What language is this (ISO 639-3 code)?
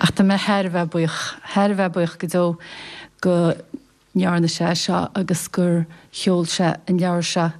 gle